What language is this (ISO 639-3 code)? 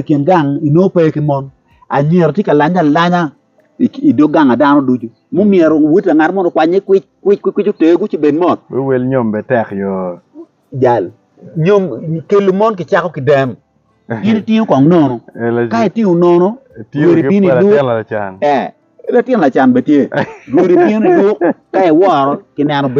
ach